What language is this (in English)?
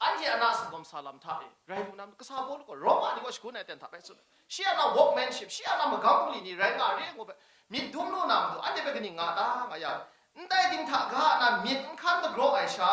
Kachin